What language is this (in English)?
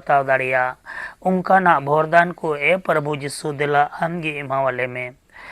Santali